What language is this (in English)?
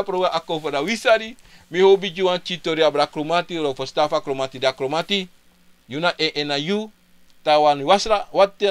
Sranan Tongo